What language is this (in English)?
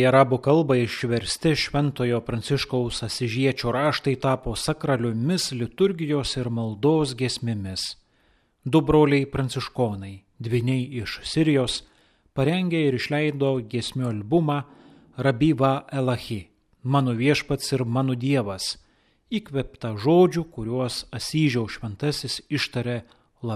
Lithuanian